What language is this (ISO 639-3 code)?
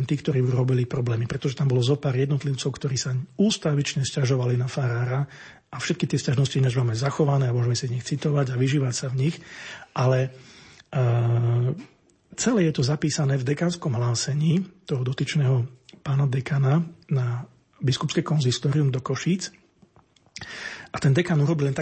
slk